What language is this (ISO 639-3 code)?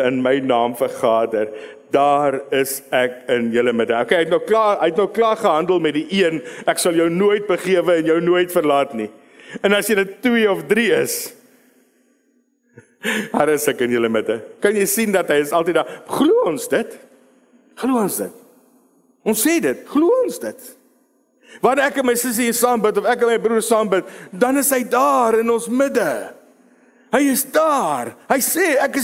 afr